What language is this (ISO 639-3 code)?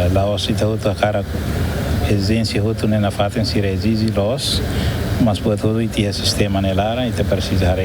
tet